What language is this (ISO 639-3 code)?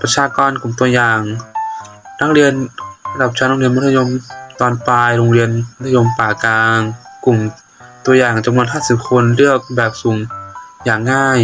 lao